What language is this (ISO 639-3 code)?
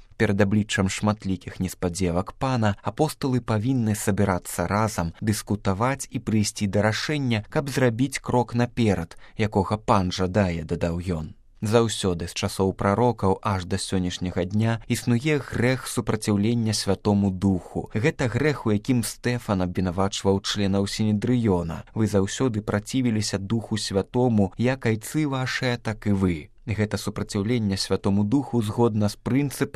bel